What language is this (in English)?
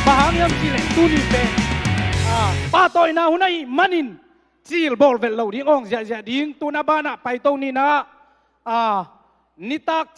Tedim Chin